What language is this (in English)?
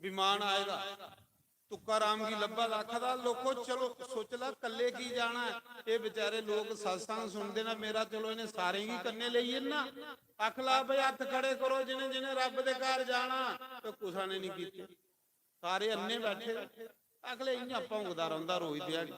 Dogri